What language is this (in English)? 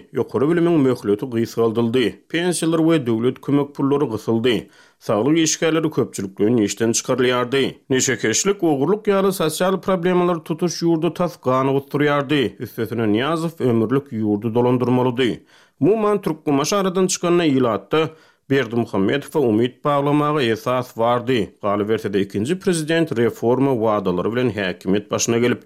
Turkmen